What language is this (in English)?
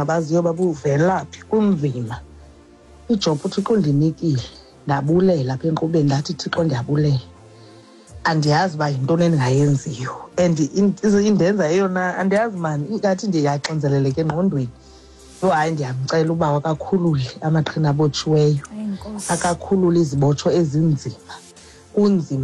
Xhosa